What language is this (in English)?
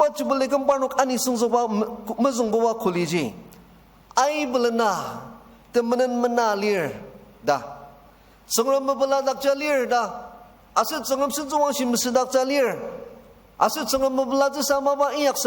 Ao Naga